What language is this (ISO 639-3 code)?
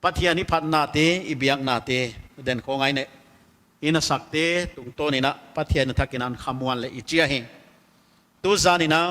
pck